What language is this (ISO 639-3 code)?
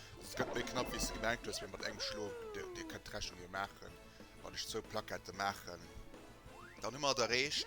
ltz